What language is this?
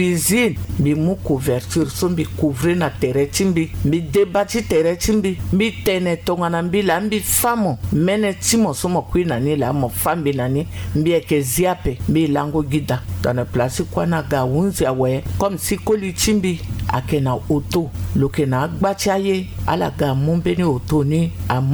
Sango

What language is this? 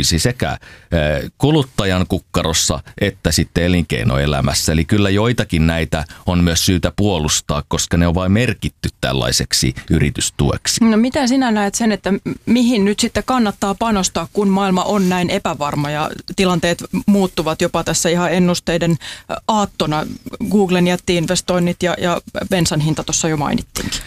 Finnish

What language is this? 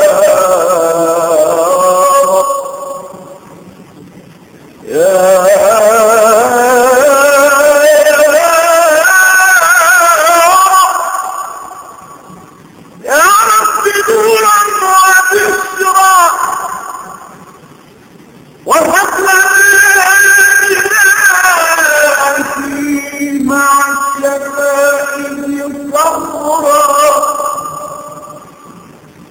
Arabic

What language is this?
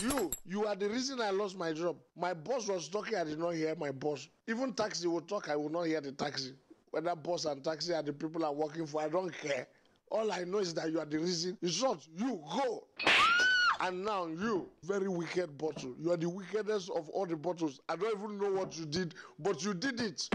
Nigerian Pidgin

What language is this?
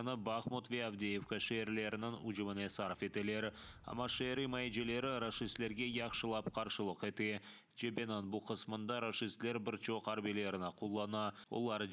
Crimean Tatar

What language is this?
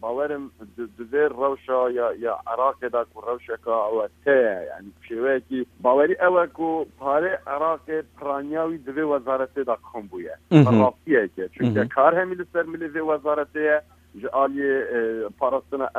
Kurdish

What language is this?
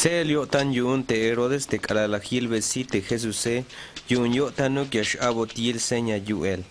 Tzeltal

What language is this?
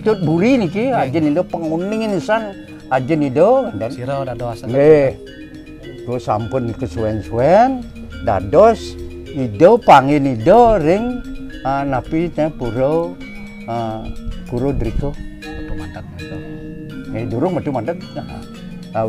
Balinese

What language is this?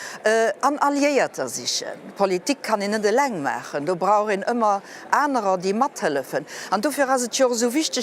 Luxembourgish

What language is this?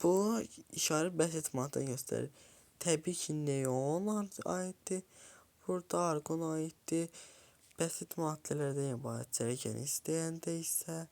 Azerbaijani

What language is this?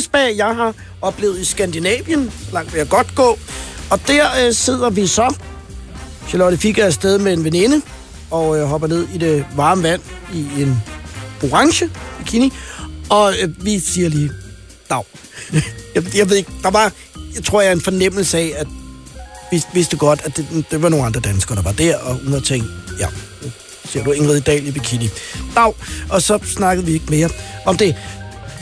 Danish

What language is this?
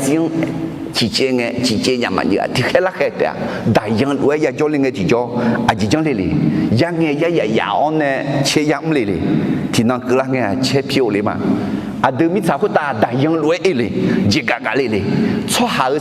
Akha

